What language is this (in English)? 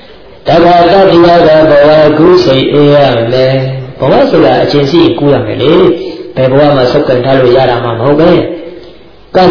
Burmese